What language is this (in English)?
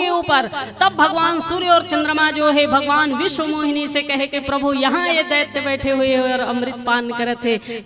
Chhattisgarhi